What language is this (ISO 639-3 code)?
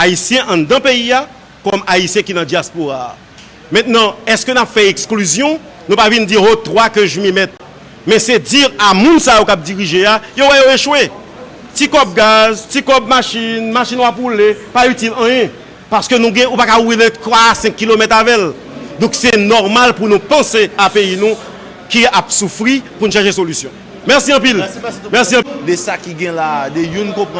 hat